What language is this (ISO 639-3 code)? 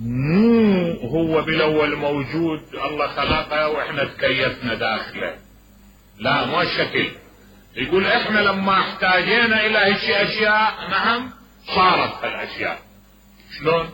acm